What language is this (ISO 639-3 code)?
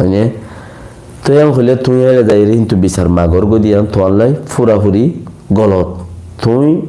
rhg